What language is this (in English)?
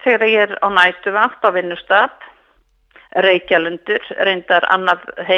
Icelandic